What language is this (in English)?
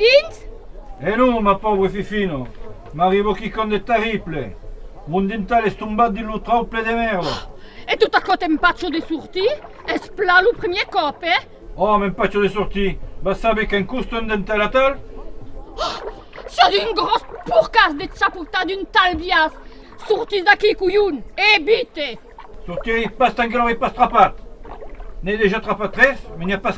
Occitan